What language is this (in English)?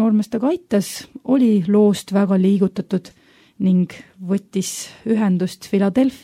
Estonian